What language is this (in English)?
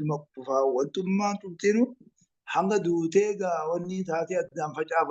Oromo